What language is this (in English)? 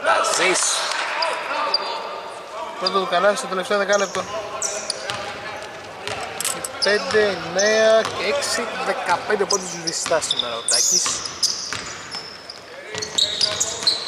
Greek